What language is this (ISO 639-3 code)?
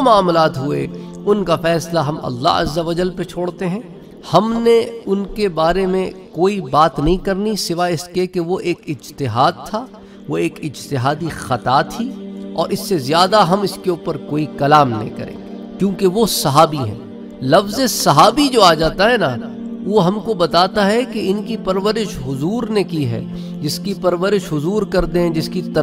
urd